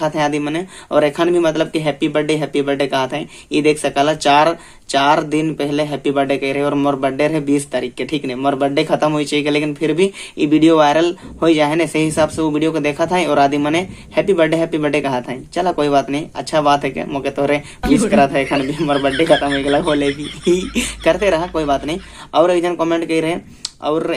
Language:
Sadri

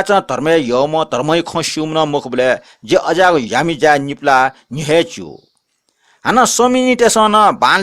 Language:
Newari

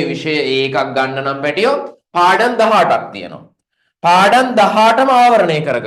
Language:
Sinhala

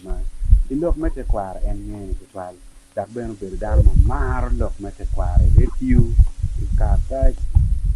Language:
Acoli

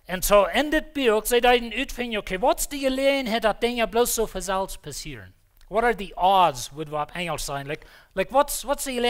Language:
Plautdietsch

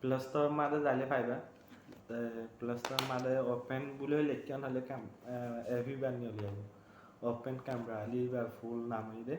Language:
Rohingya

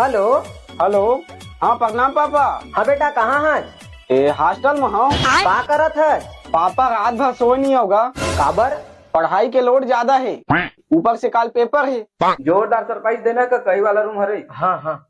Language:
Chhattisgarhi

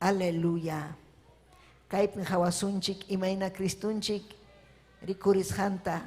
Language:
Ayacucho Quechua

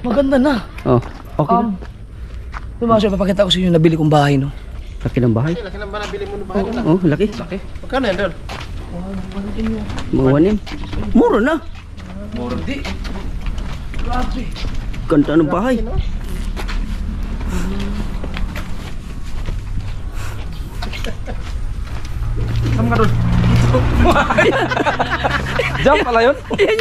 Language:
Filipino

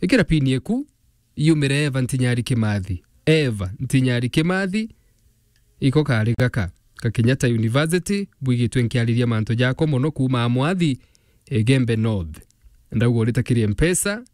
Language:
Meru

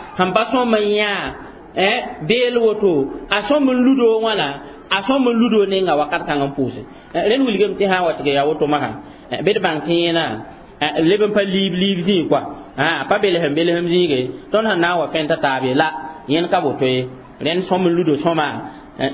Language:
Mossi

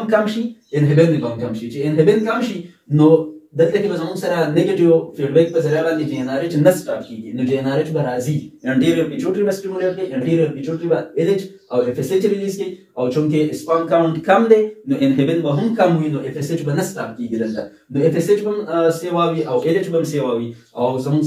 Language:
Pashto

